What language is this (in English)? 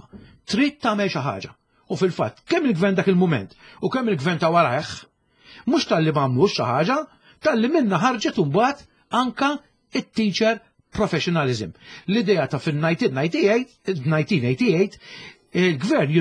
Maltese